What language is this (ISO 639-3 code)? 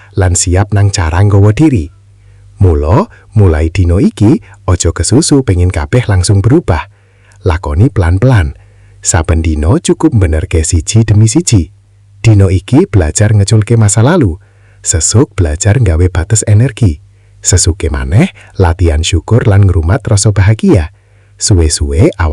jav